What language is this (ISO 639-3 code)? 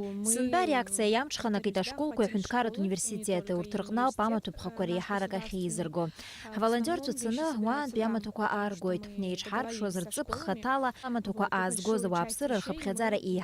abk